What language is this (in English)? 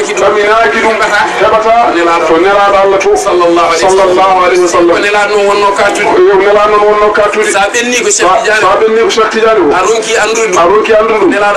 Fula